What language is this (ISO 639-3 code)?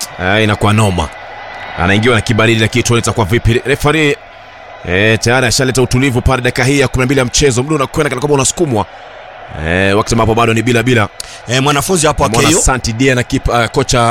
swa